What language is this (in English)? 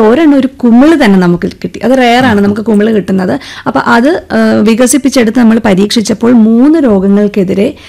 Malayalam